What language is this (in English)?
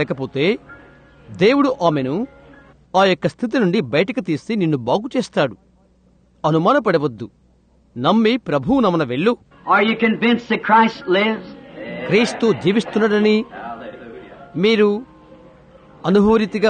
Telugu